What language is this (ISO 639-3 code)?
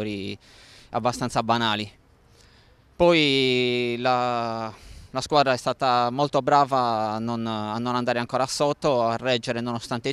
ita